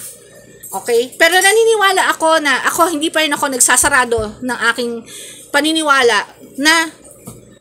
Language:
Filipino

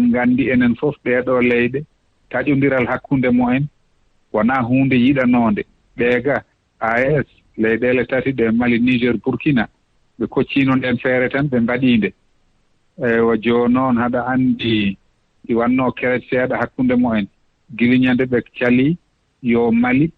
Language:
Fula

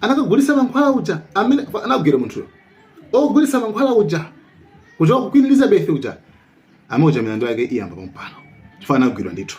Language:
Nyanja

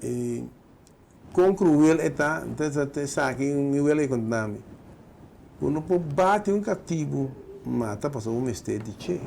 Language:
Papiamento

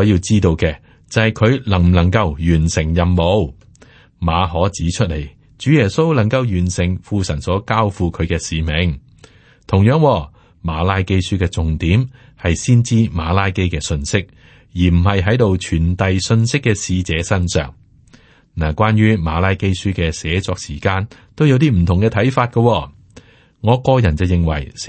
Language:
Cantonese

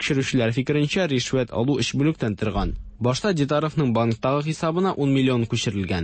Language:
Tatar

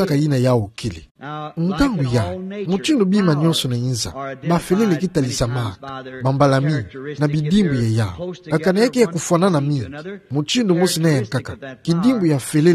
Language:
Kituba (Democratic Republic of Congo)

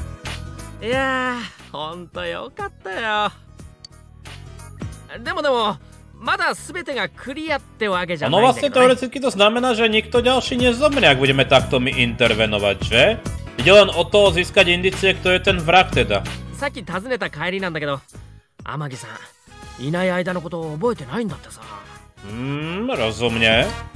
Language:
Slovak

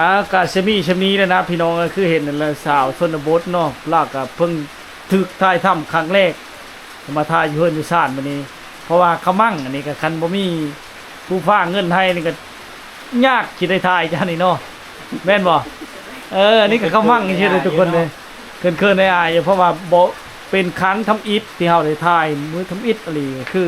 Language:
Lao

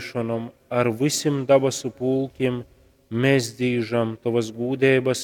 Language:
Latgalian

